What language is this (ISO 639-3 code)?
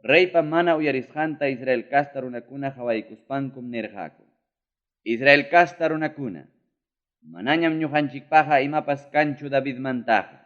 quy